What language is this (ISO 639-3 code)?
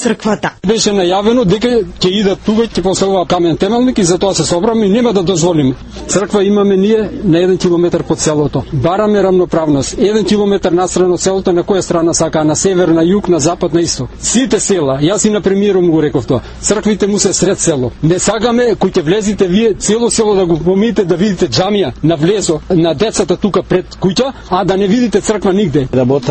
mkd